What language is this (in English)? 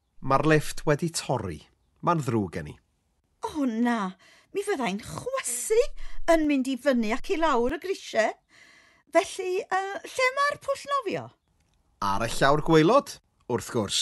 Welsh